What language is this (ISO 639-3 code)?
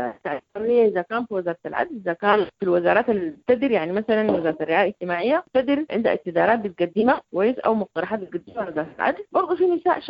apd